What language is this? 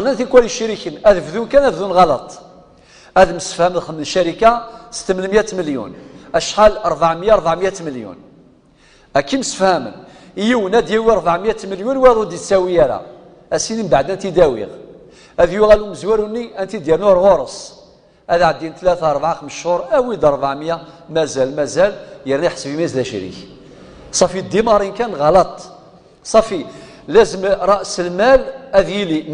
Kabyle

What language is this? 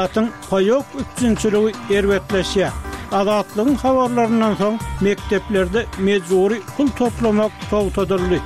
Turkmen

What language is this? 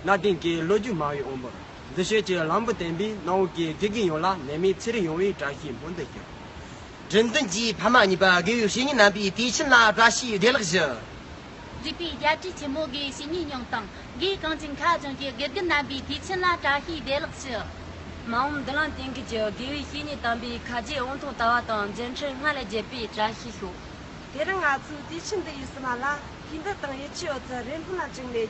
Tibetan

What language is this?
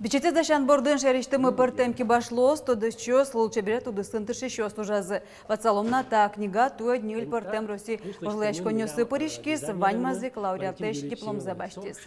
Udmurt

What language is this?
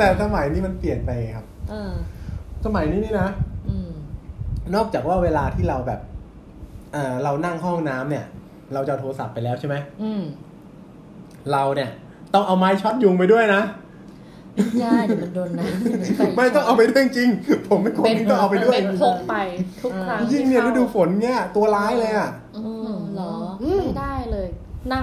Thai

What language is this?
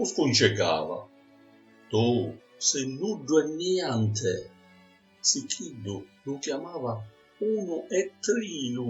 Sicilian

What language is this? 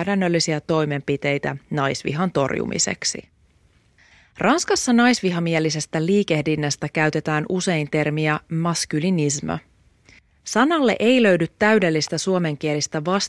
Finnish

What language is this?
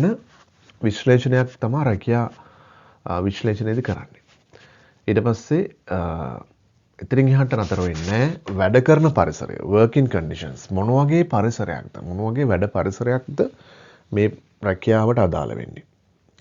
Sinhala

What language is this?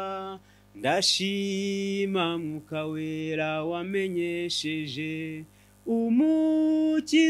Kinyarwanda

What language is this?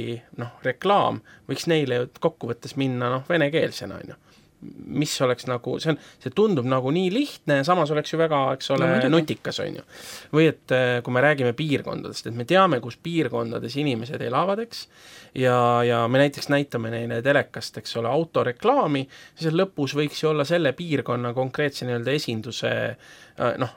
Estonian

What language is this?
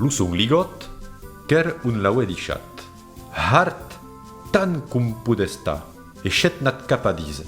Occitan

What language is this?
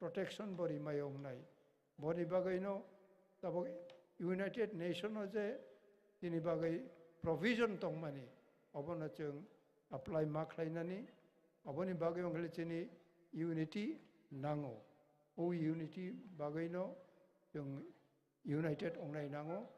Kok Borok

